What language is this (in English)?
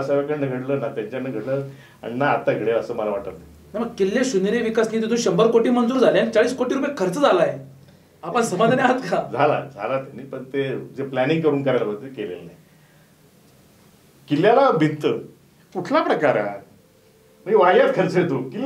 Marathi